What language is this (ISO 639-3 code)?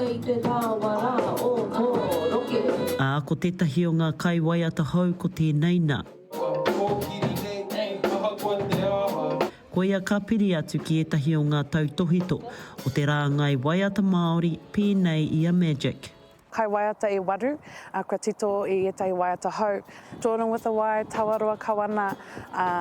mri